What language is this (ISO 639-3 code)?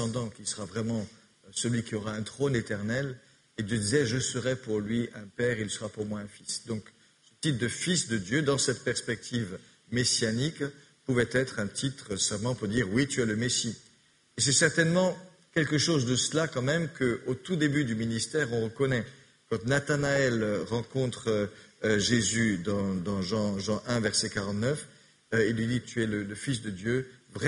fra